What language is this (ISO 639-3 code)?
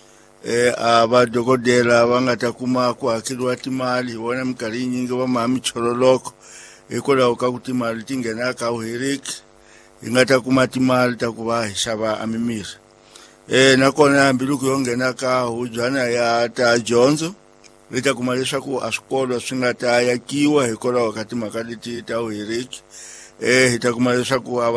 tso